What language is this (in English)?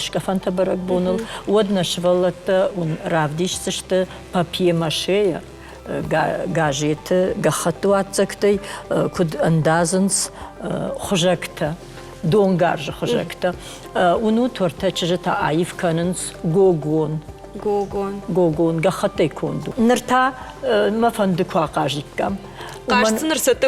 Ossetic